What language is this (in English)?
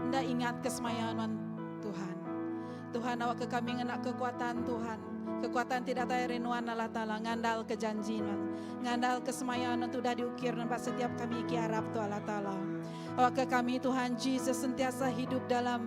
Iban